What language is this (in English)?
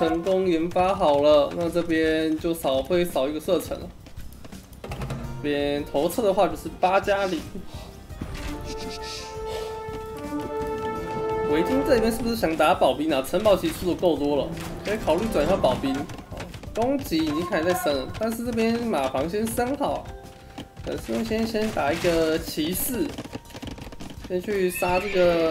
Chinese